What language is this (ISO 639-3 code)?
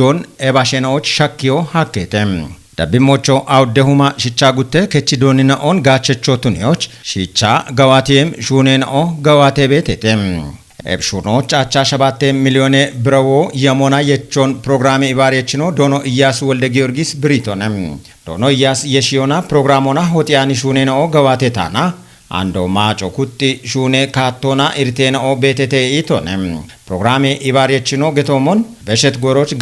kbr